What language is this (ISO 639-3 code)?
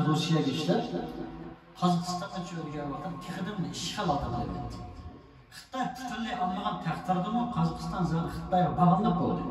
uig